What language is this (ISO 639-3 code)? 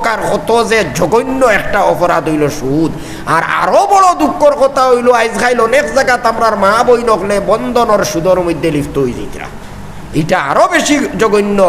syl